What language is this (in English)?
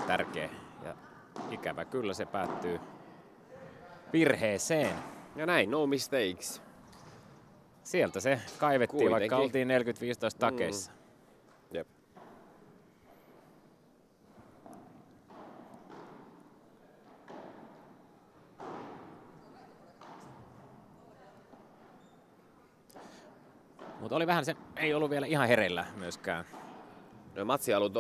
Finnish